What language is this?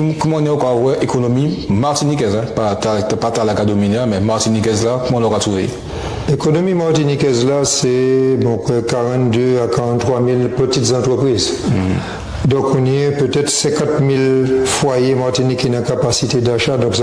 Guadeloupean Creole French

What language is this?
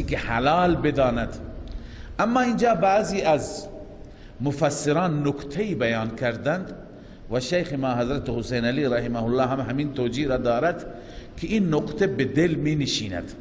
Persian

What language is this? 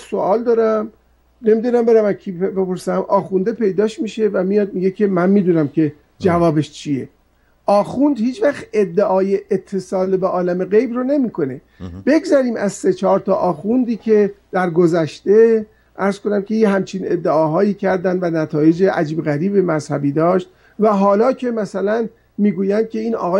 Persian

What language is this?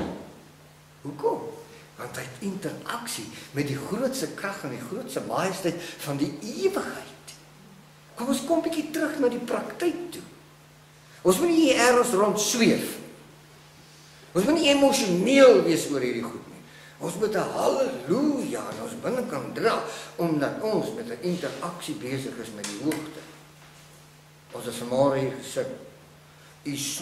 Afrikaans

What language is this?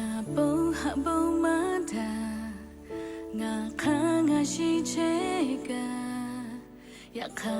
Lahu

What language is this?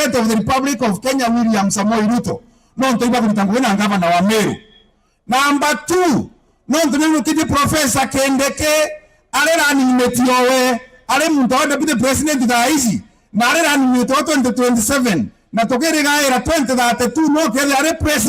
Meru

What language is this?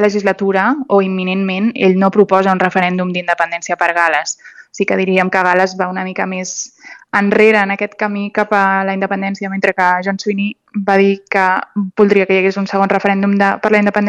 Catalan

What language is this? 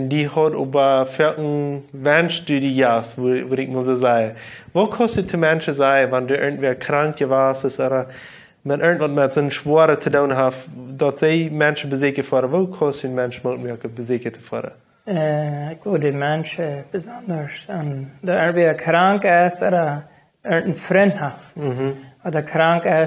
Plautdietsch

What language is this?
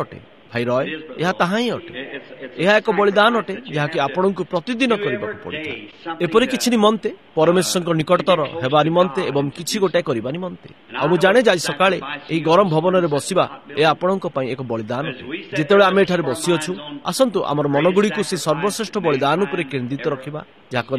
Odia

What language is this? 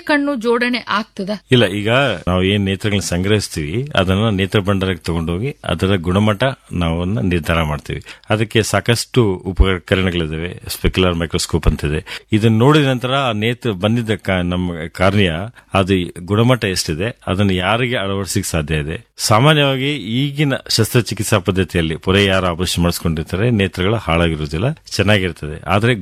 Kannada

